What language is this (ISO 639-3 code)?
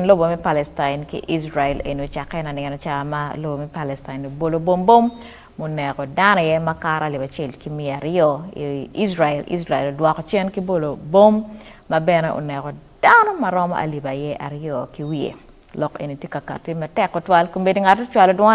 ach